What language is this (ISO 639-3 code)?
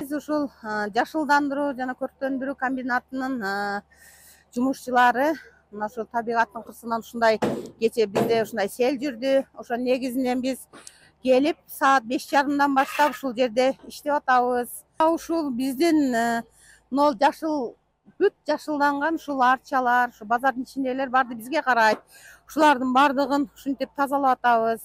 kir